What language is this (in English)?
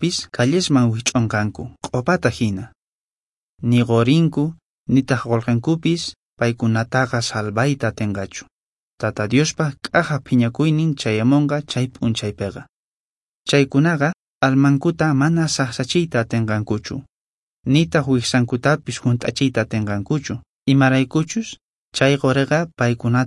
Quechua